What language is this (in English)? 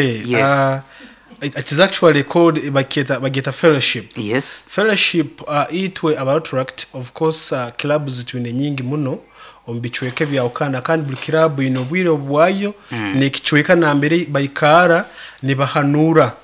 Nyoro